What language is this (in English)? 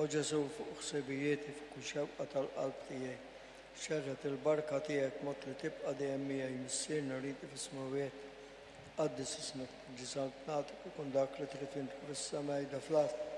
Maltese